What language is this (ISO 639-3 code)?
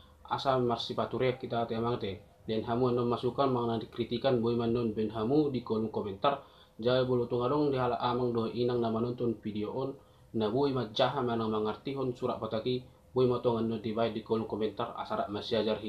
bbc